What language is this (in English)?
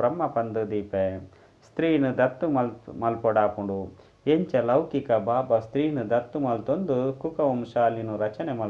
Tulu